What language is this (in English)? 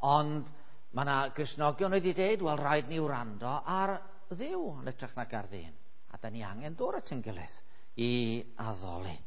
Welsh